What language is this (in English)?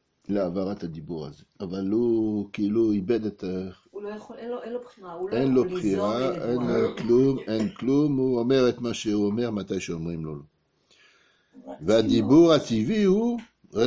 Hebrew